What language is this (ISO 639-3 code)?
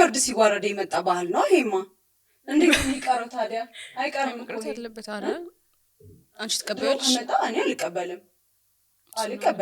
amh